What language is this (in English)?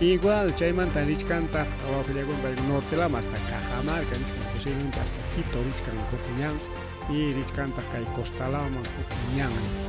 Ayacucho Quechua